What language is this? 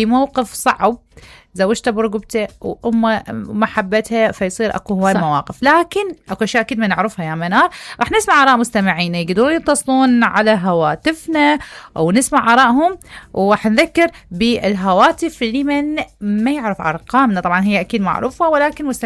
Mesopotamian Arabic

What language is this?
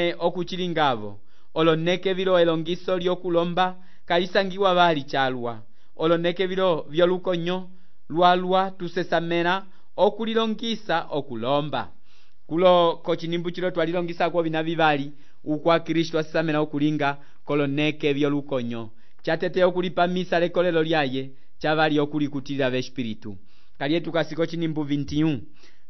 Umbundu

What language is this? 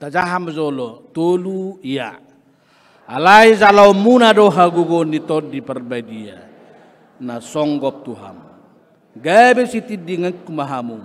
Batak Toba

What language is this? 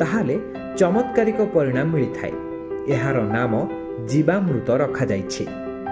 Odia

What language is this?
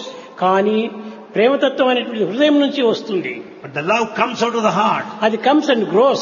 Telugu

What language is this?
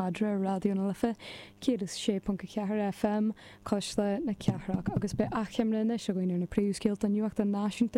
Irish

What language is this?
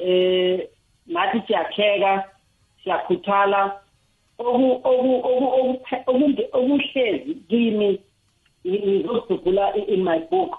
South Ndebele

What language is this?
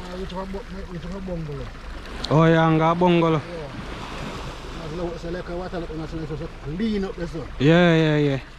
Jamaican Creole English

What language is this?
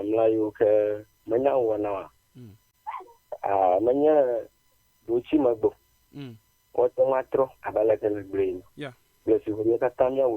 Ewe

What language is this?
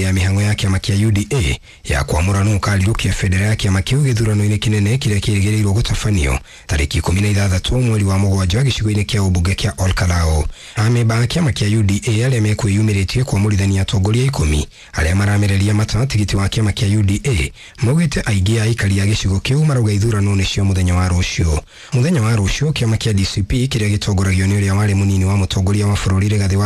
Kikuyu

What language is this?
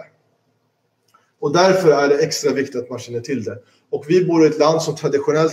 Swedish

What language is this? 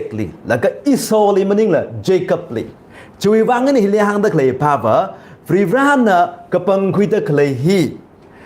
Tangkhul Naga (India)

